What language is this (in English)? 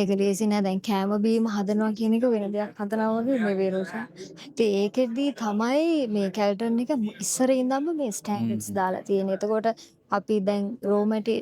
Sinhala